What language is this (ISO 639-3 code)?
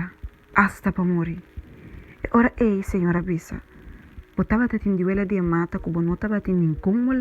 pap